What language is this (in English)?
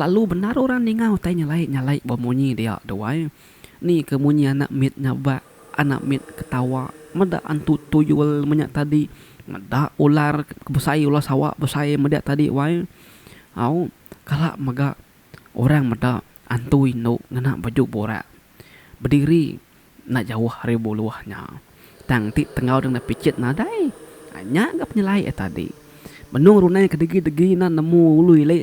Iban